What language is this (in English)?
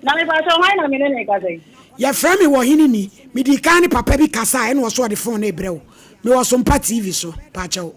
Akan